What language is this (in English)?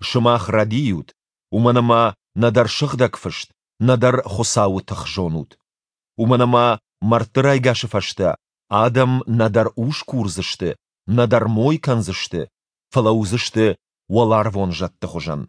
Ossetic